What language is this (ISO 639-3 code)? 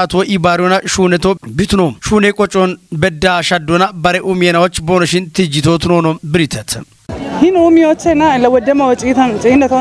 kbr